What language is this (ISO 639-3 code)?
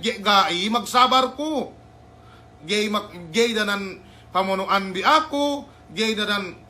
yka